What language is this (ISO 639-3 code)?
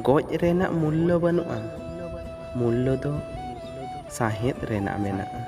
sat